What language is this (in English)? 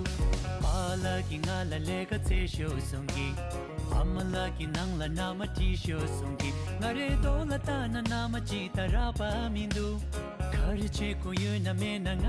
Tibetan